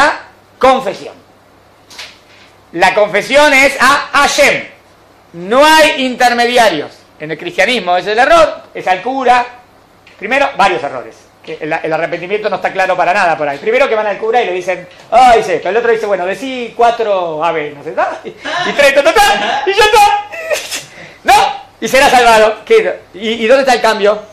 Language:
Spanish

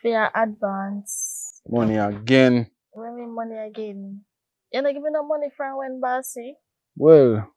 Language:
Jamaican Creole English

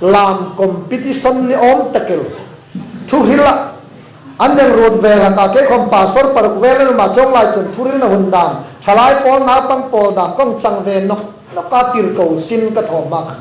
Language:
Hmar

